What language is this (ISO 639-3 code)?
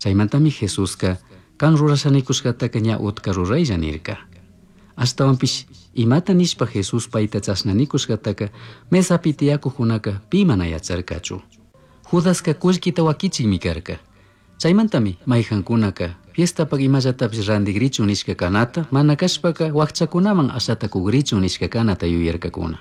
qug